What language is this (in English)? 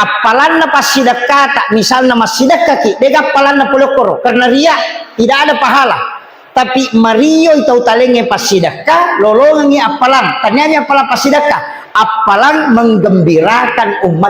Buginese